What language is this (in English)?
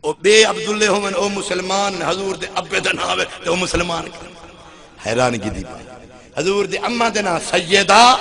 Saraiki